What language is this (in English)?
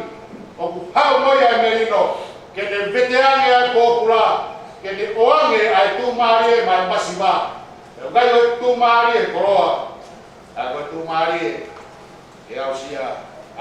Tongan